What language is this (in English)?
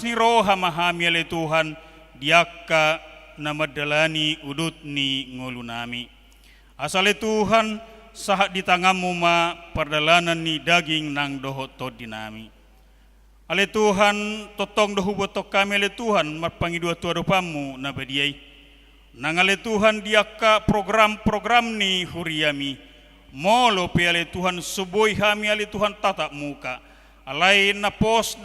Batak Toba